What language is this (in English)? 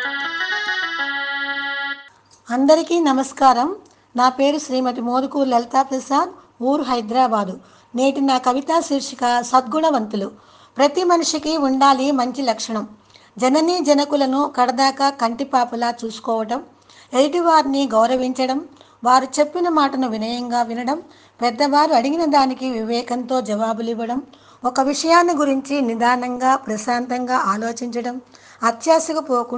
Telugu